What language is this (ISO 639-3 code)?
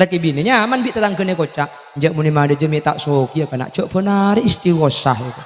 mad